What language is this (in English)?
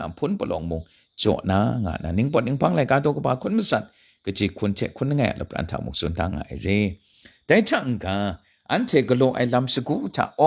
Kachin